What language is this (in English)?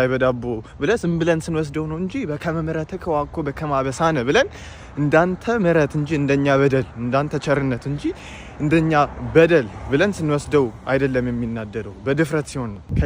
Amharic